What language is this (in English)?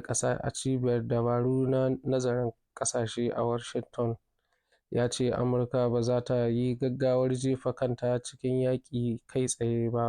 Hausa